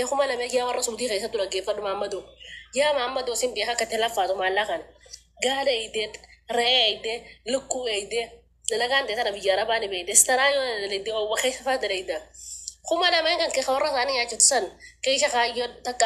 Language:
Oromo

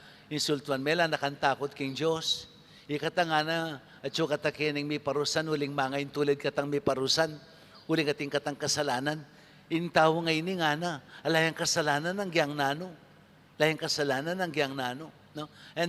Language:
Pampanga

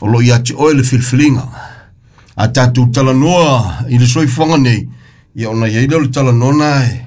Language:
Samoan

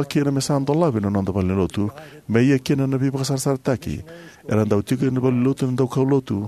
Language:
Fijian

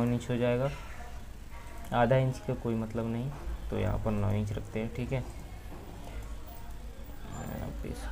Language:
Hindi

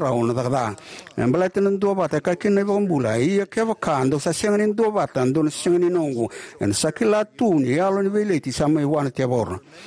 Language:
Fijian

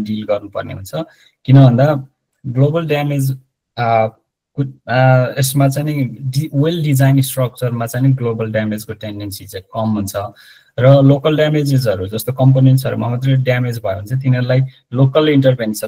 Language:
Nepali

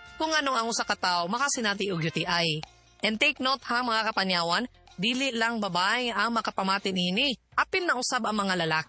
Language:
Cebuano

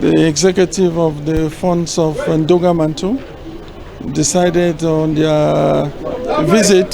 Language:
Cameroon Pidgin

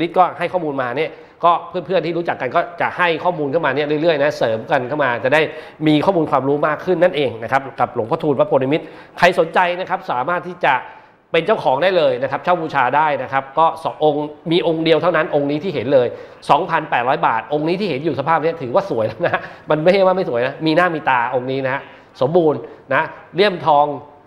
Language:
Thai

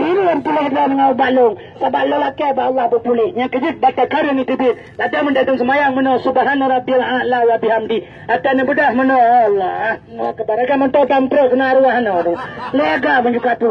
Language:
Achinese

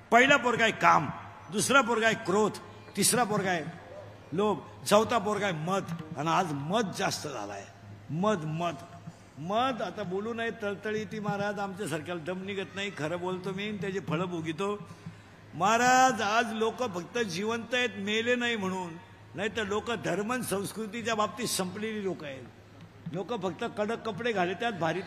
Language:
Marathi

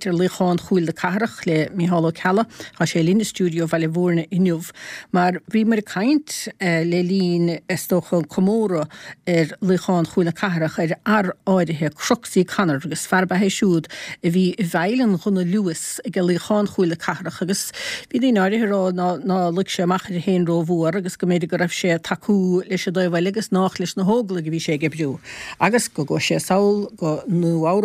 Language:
Irish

